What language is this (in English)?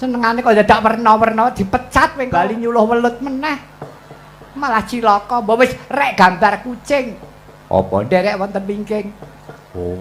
Javanese